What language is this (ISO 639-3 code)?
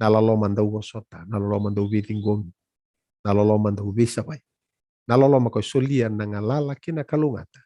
fij